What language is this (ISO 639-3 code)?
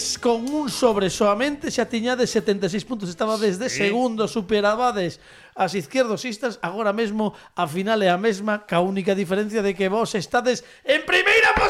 glg